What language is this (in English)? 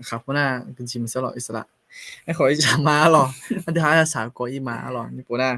Akha